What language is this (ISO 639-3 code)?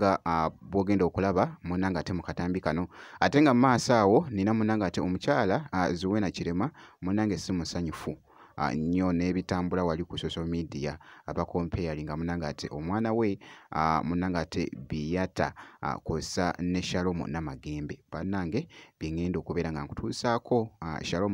lug